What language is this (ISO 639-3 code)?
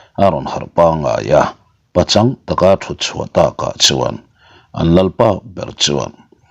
lus